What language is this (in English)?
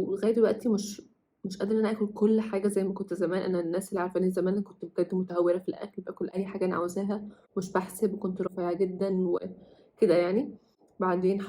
Egyptian Arabic